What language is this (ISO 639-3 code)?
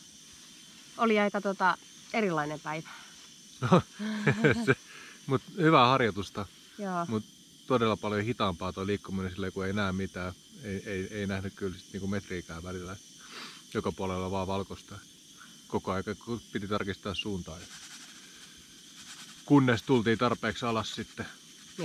fin